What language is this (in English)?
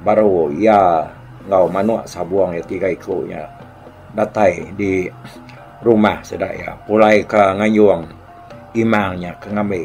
Iban